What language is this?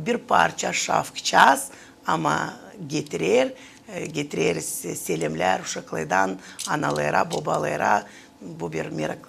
Gagauz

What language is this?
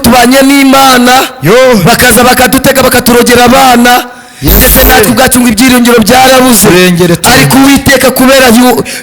Kinyarwanda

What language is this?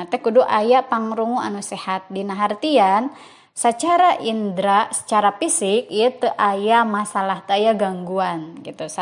Sundanese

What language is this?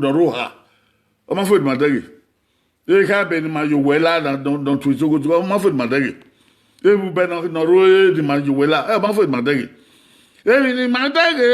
Bini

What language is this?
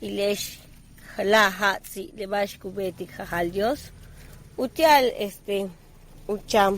Yucateco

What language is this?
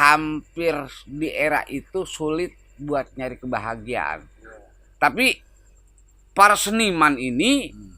Betawi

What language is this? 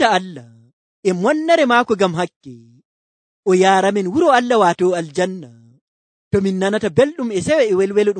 Nigerian Fulfulde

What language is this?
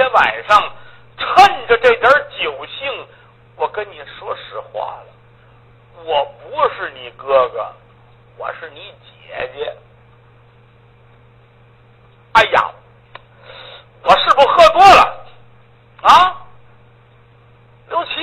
Chinese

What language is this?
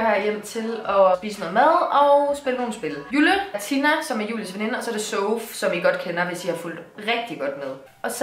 Danish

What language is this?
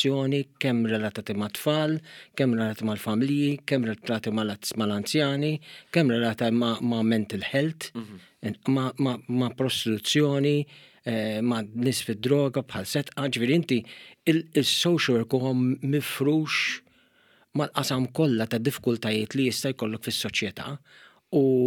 Maltese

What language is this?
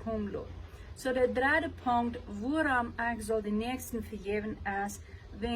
Plautdietsch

